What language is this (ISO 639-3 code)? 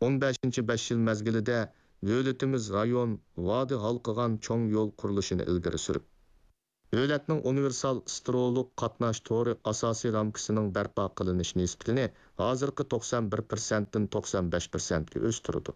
uig